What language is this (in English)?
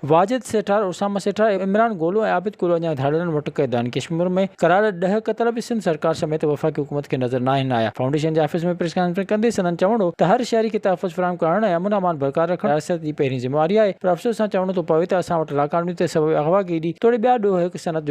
Sindhi